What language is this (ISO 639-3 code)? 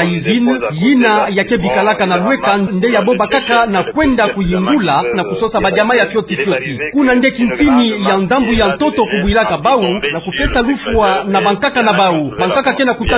ktu